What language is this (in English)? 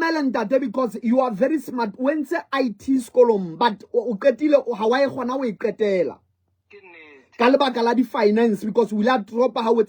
Southern Sotho